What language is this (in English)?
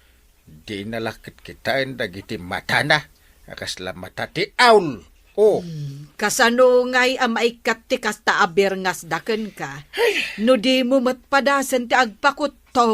Iloko